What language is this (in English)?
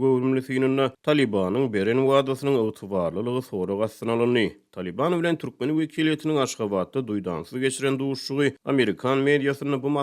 Turkmen